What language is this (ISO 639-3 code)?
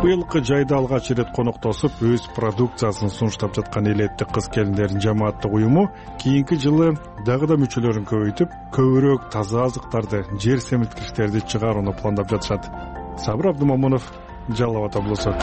kir